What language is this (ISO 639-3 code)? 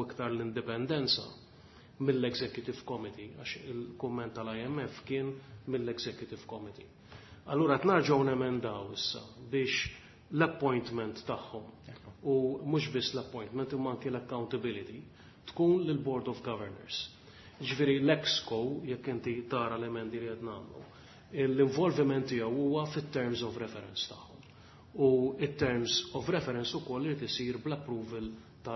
mlt